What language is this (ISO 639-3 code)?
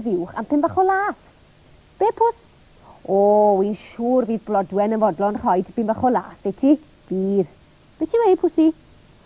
cym